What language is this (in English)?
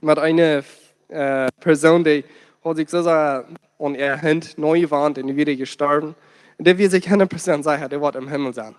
Plautdietsch